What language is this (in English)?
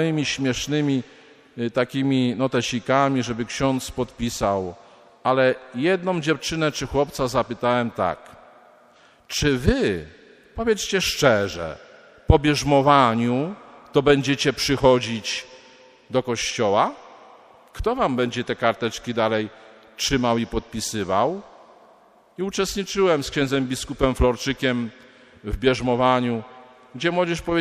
Polish